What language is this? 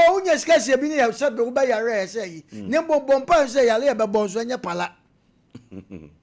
Akan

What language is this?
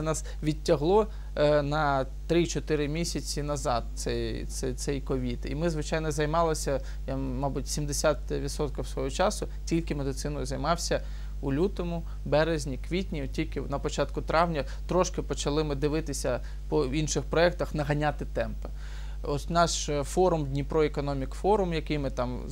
Ukrainian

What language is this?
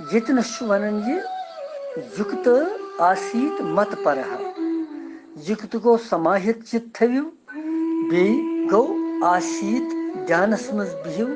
Kashmiri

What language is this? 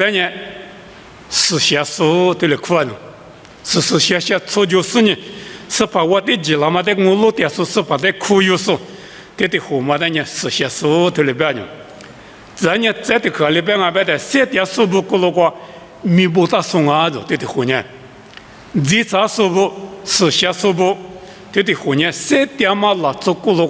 Lisu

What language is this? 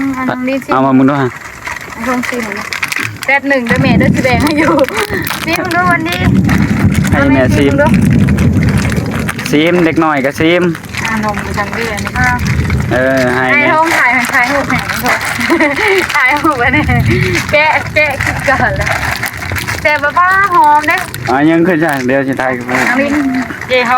Northeastern Thai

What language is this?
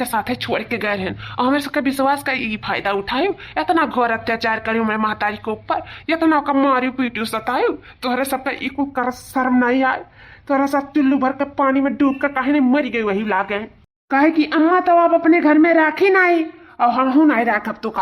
Awadhi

